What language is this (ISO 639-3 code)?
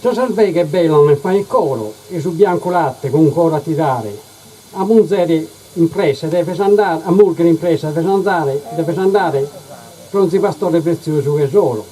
srd